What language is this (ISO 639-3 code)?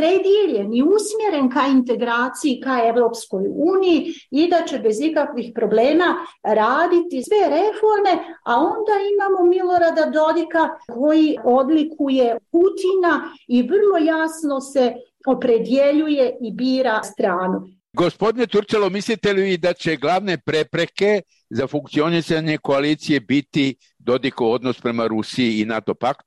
bos